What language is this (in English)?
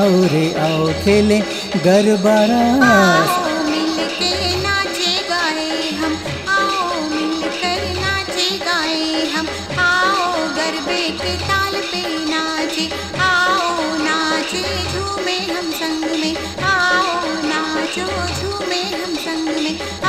Hindi